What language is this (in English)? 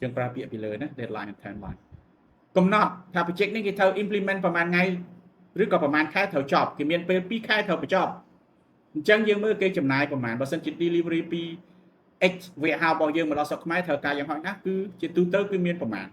Khmer